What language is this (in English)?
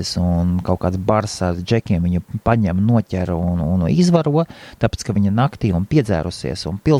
Latvian